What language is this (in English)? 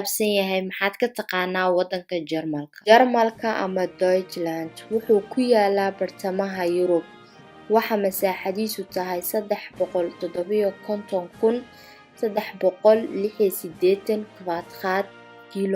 Somali